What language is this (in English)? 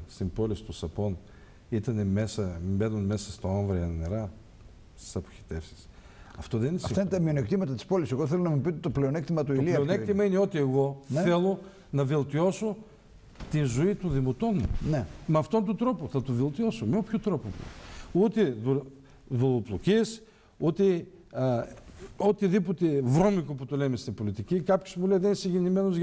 Greek